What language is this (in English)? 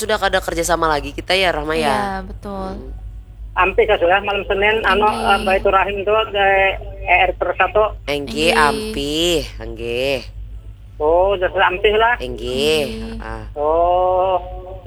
Banjar